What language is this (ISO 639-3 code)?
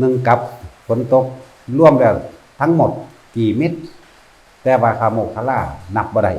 lao